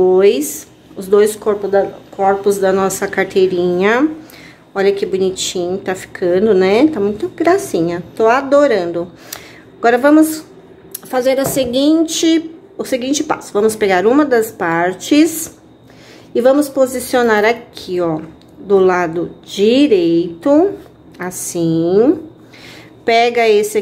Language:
Portuguese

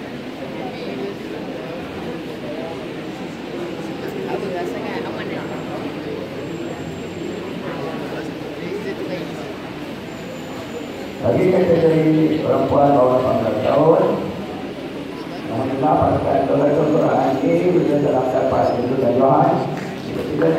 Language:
Malay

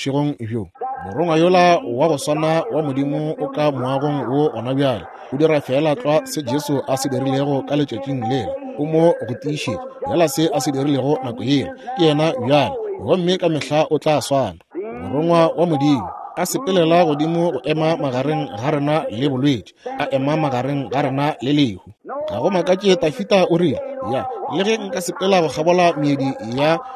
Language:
Northern Sotho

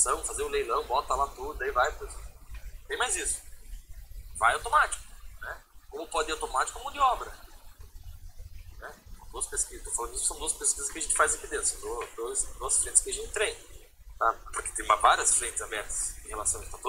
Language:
Portuguese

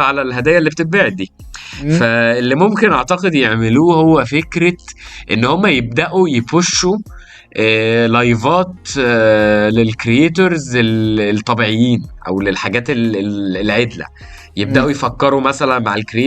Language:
Egyptian Arabic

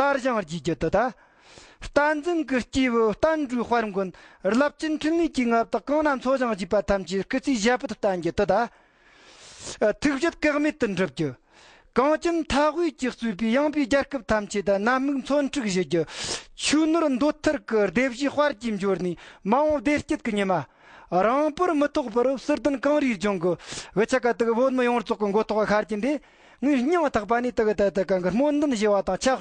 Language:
Tibetan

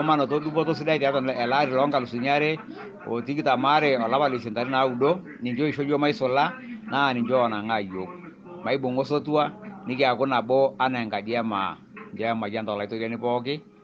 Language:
Masai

